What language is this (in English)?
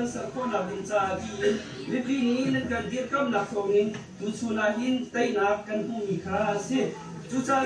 Hakha Chin